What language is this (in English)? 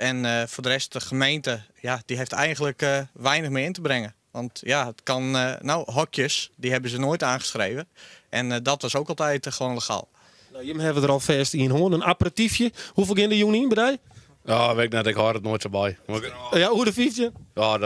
Western Frisian